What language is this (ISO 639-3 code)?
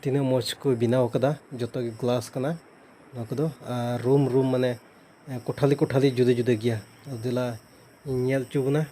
sat